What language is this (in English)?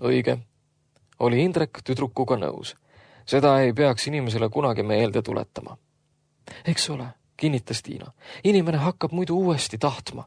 Estonian